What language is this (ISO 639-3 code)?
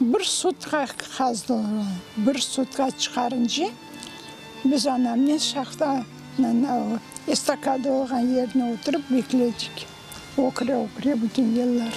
crh